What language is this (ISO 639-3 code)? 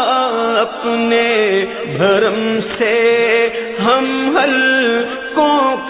urd